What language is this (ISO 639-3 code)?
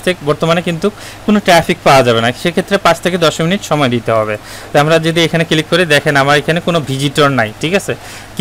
ben